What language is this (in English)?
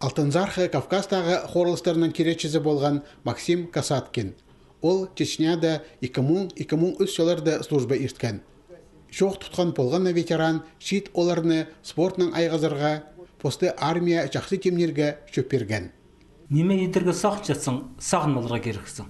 Khakas